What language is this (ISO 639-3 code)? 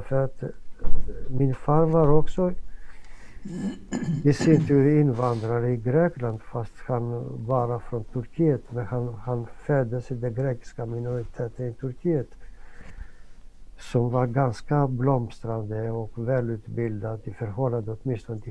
swe